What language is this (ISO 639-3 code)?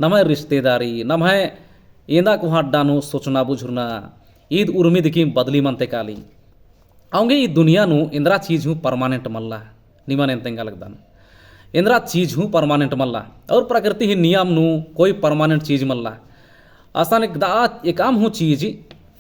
kru